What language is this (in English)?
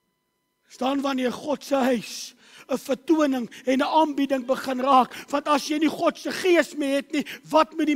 Afrikaans